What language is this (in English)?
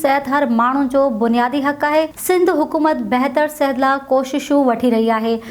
Sindhi